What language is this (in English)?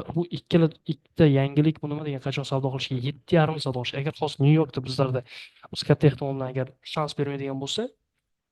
Uzbek